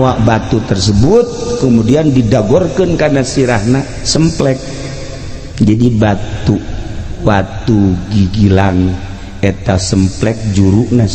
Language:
Sundanese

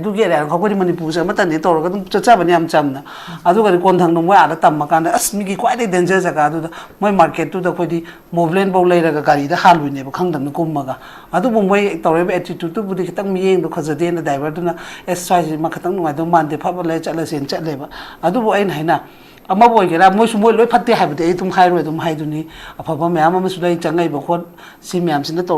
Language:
Manipuri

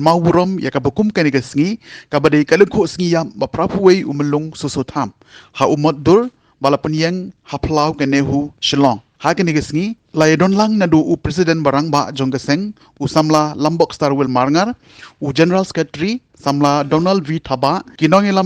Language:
Khasi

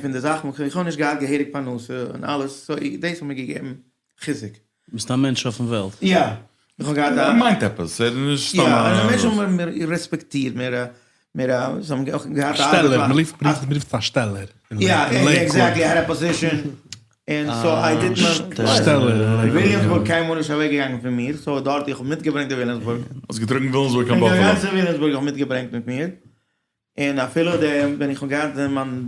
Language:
Yiddish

